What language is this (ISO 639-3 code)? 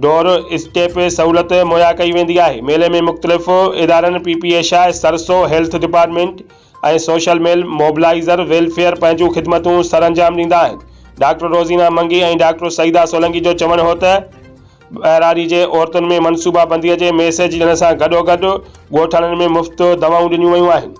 snd